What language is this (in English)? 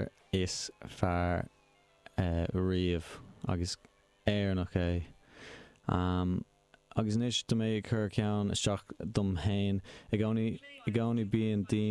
Irish